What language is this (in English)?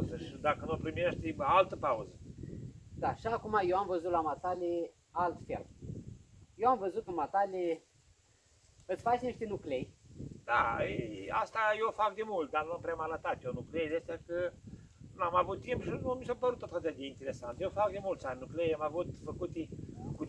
Romanian